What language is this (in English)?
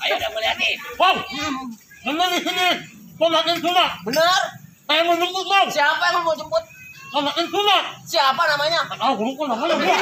Betawi